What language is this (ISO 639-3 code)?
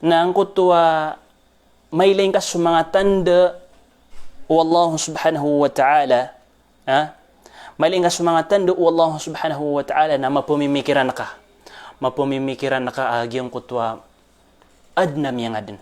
mrw